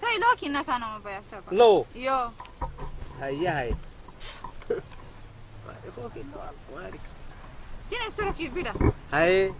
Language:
Saho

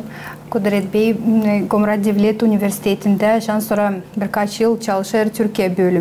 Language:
Gagauz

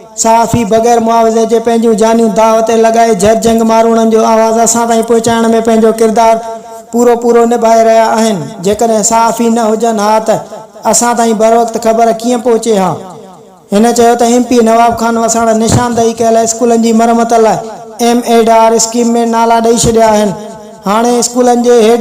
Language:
Sindhi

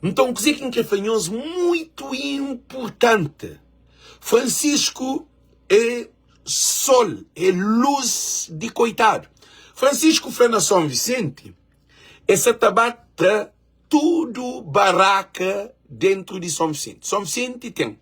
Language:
Kabuverdianu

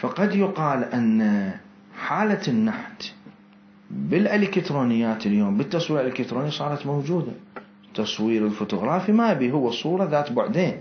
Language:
Mesopotamian Arabic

